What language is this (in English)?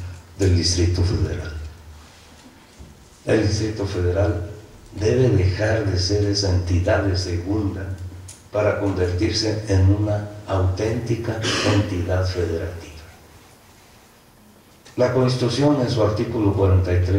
Spanish